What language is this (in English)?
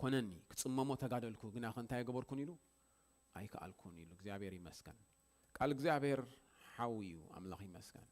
Tigrinya